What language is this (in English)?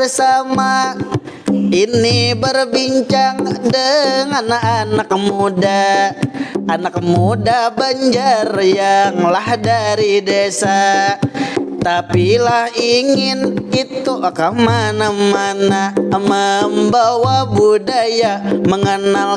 Banjar